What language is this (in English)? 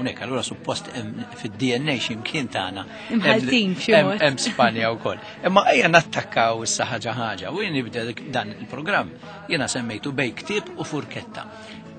Maltese